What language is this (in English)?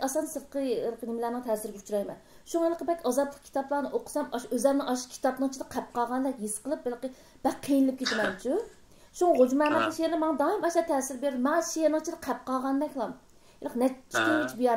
Uyghur